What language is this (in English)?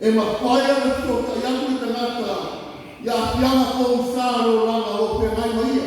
Samoan